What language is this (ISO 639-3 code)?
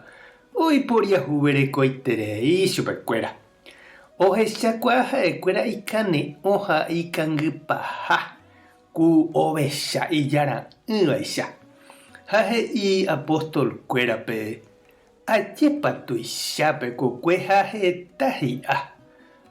grn